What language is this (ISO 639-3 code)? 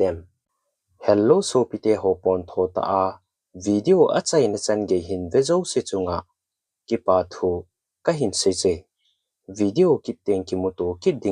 tcz